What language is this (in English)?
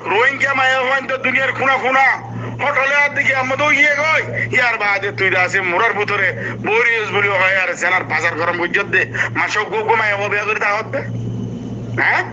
Rohingya